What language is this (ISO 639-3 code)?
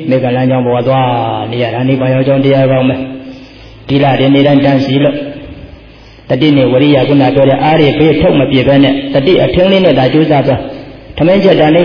mya